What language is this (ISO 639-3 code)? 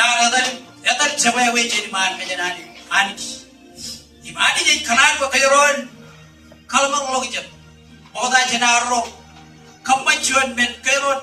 mah